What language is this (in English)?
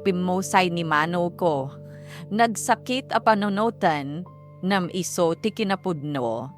Iloko